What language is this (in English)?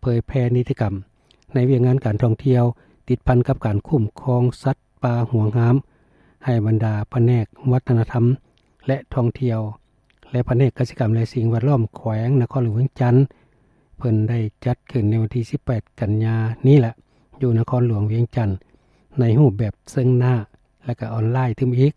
Lao